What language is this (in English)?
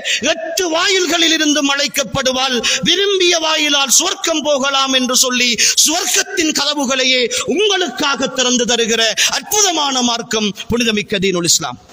Tamil